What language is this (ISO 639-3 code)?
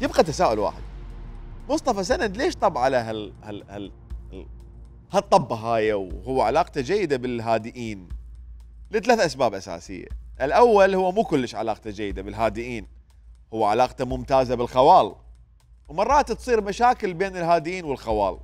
acm